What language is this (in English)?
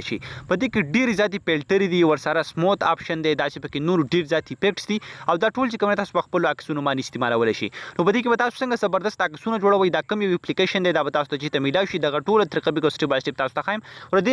Pashto